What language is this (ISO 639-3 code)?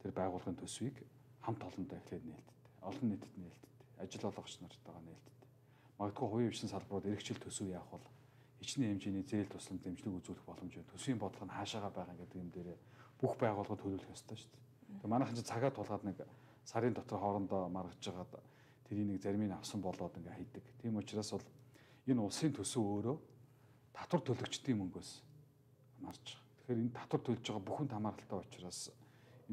mon